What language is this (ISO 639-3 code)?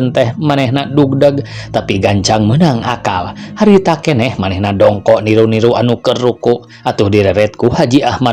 sun